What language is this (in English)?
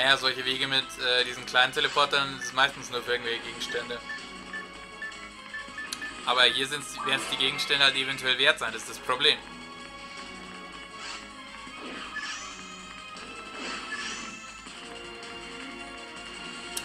German